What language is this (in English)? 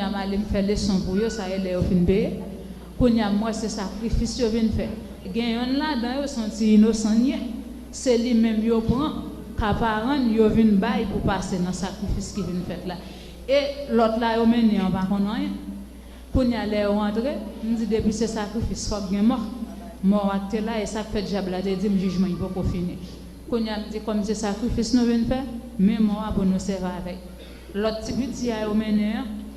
Haitian Creole